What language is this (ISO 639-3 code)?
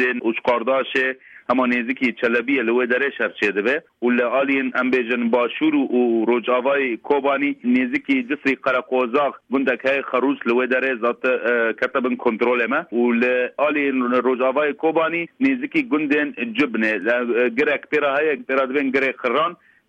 kur